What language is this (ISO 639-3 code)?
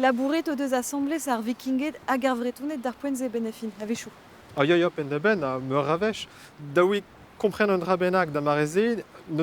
bre